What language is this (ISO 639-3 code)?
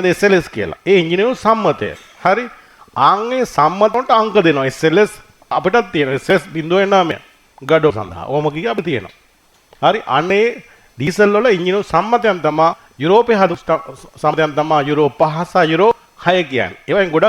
sin